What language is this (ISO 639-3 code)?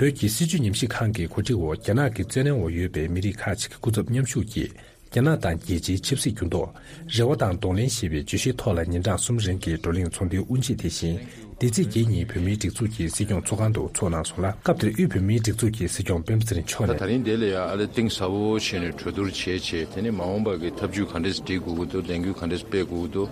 bod